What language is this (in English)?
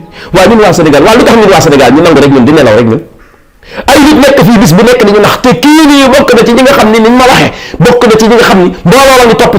Wolof